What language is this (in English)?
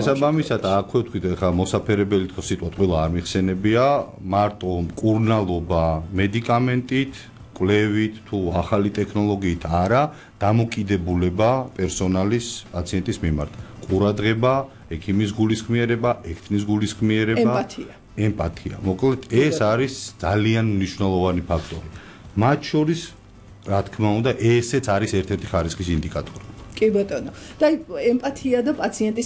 Georgian